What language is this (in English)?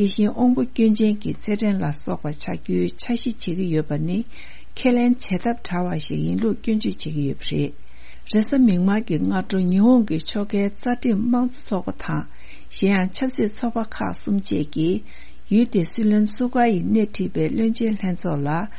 Tibetan